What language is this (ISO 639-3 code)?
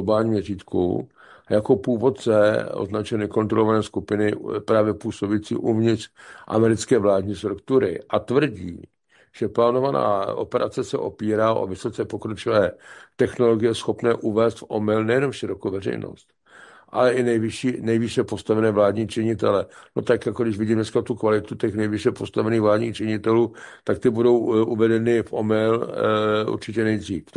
ces